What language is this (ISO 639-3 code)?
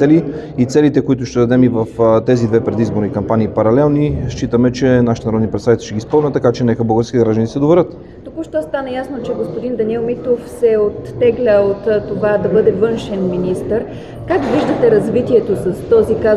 bul